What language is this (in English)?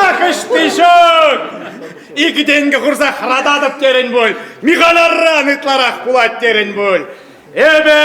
Chuvash